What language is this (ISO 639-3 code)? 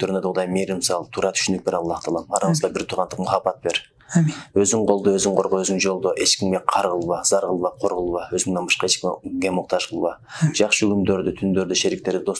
kir